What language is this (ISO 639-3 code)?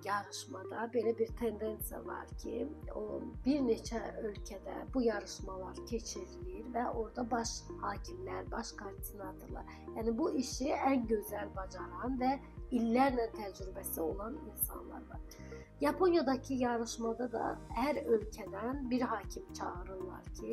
aze